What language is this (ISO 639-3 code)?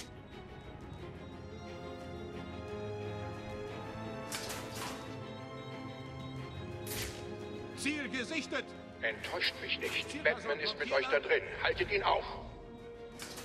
deu